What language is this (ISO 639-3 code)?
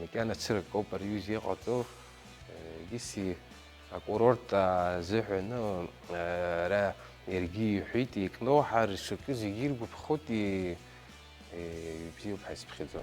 abk